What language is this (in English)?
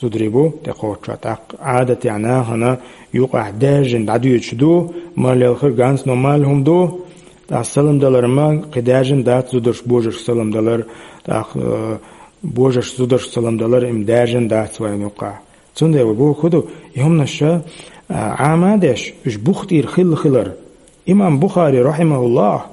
Chechen